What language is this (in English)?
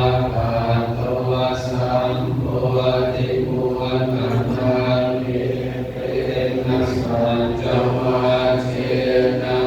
Pali